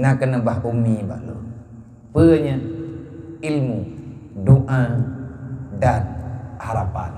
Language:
Achinese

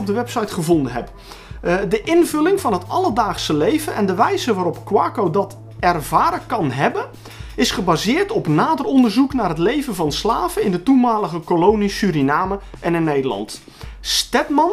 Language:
Dutch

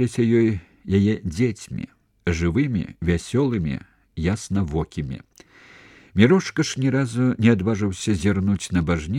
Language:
Belarusian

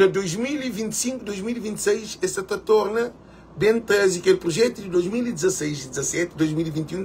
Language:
Kabuverdianu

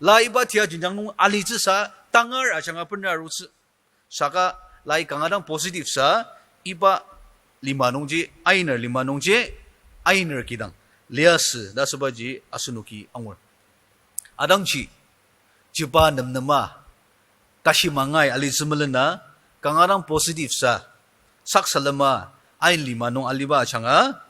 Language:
Ao Naga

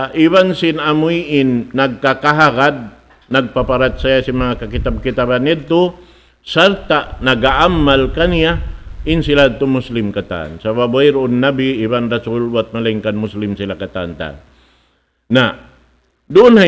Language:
Tausug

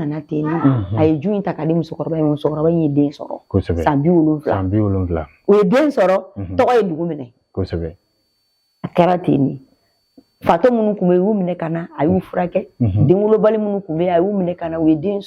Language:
Bambara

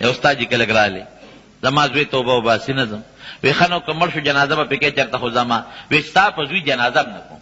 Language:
Pashto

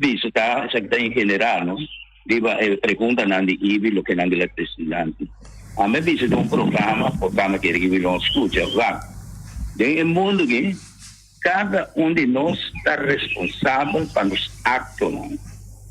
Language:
Papiamento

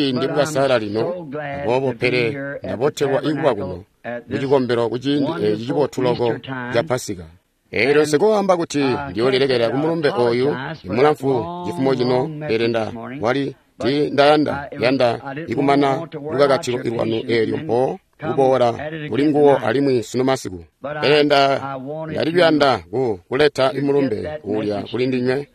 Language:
Tonga (Zambia)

